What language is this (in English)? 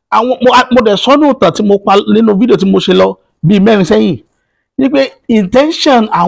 Yoruba